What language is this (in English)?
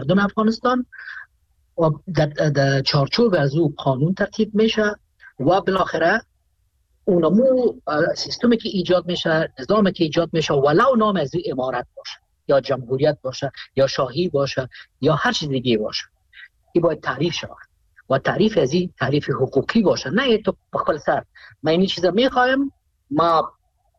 Persian